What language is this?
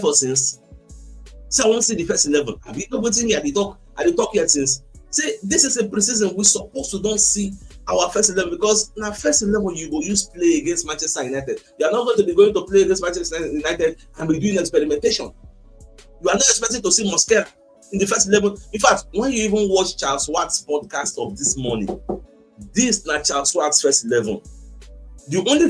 Nigerian Pidgin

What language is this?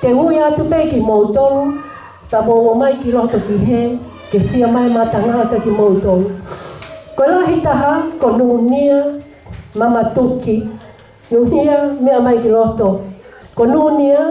Tongan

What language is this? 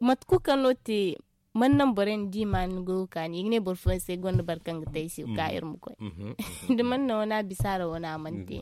Zarma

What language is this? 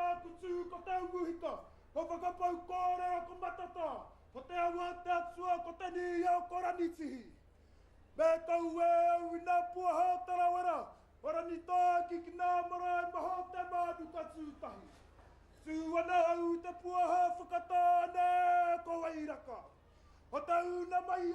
Māori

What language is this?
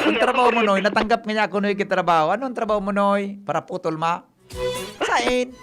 Bikol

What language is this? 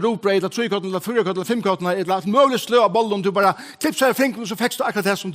Faroese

